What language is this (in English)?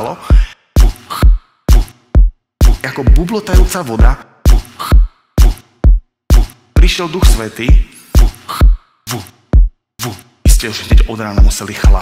Slovak